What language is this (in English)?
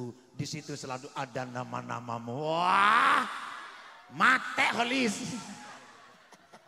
Indonesian